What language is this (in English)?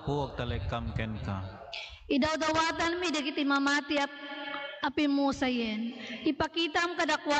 Iloko